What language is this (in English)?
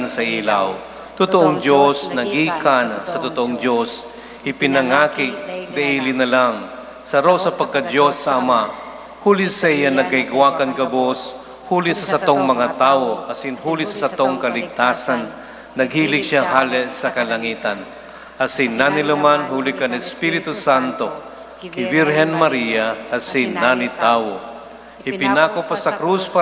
Bikol